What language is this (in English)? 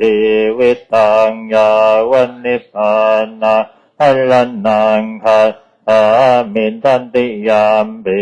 Pali